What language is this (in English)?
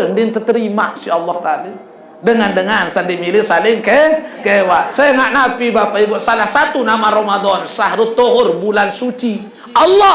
Sasak